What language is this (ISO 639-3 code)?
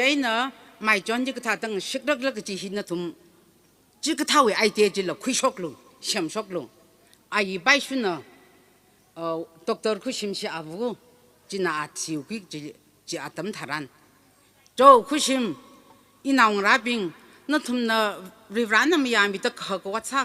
nmf